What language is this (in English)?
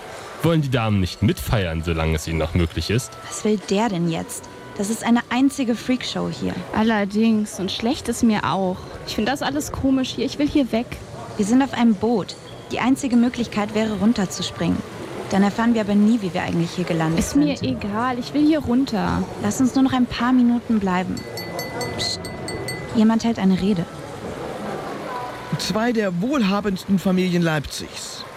German